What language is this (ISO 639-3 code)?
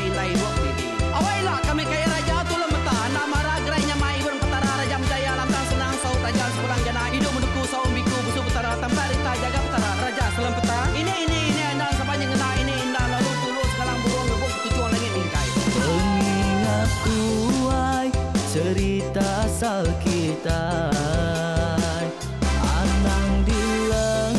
iba